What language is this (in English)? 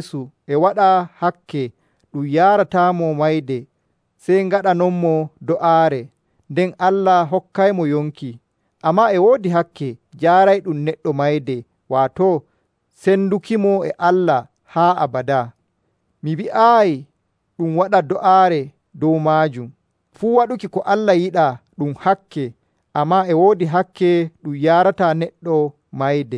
Nigerian Fulfulde